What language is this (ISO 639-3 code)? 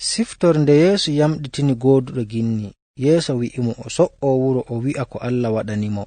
fuv